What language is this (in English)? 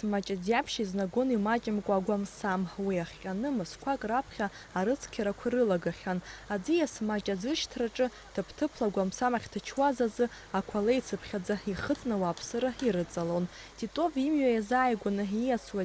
Abkhazian